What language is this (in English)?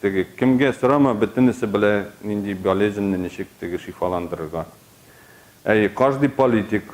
Tatar